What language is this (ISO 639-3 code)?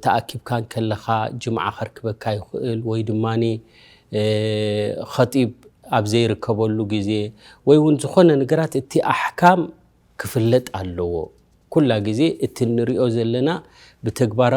tir